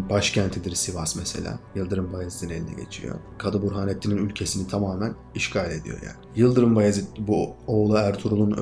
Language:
Turkish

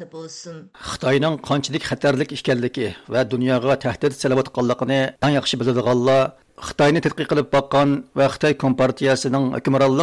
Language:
Uyghur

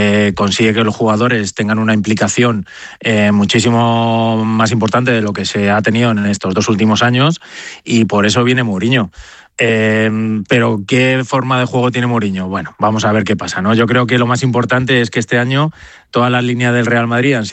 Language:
Spanish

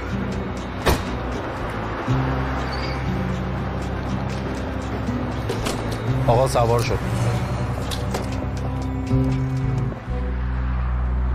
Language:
Persian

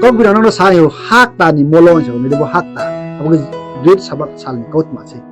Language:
Riang (India)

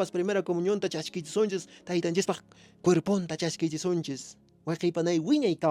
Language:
Quechua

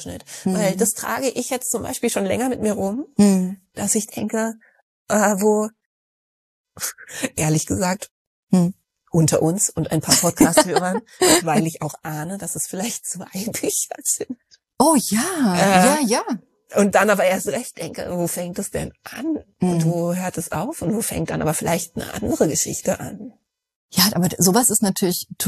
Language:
German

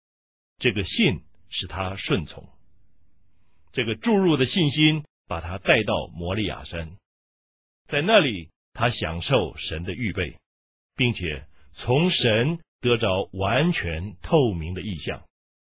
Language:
Chinese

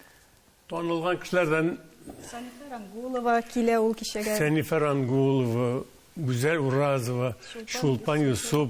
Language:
Tatar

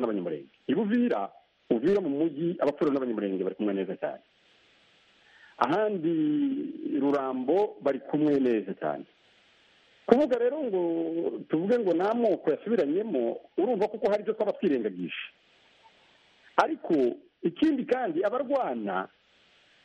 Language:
Kinyarwanda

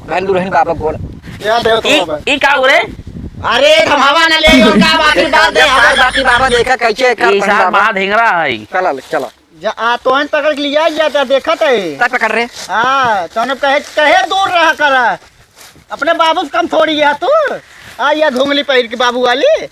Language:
Awadhi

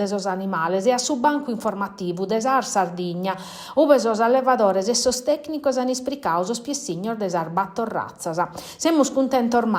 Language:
Sardinian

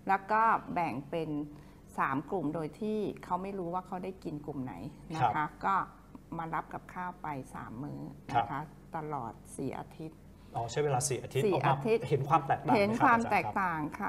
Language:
Thai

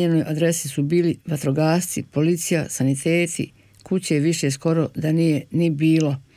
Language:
Bosnian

